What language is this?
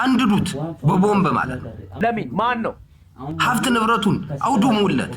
Amharic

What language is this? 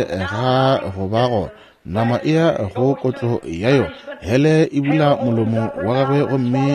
Northern Sotho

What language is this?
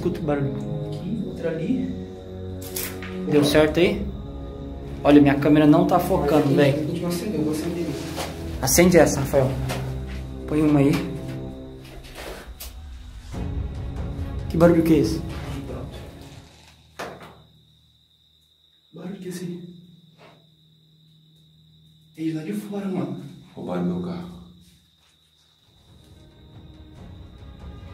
Portuguese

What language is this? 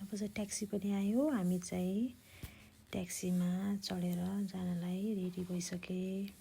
Nepali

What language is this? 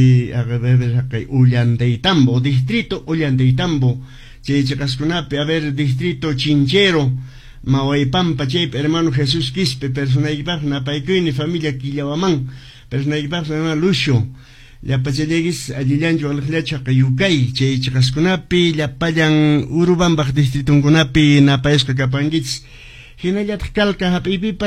Quechua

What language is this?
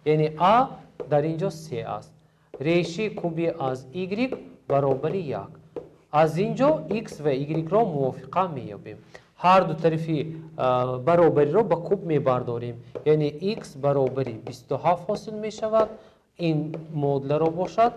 Tajik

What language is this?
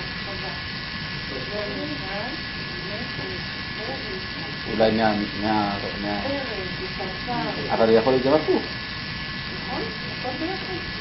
Hebrew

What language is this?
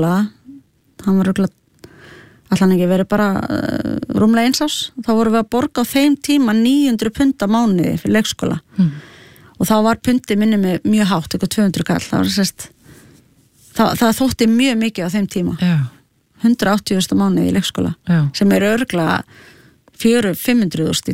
Icelandic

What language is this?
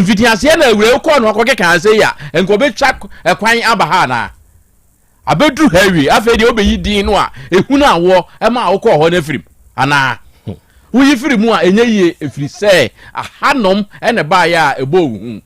Akan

